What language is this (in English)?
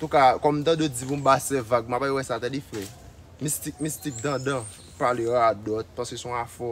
Haitian Creole